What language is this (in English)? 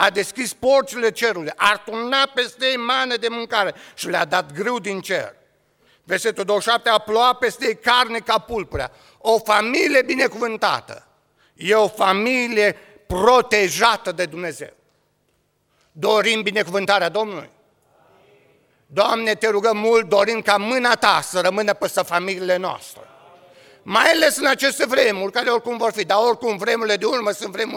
Romanian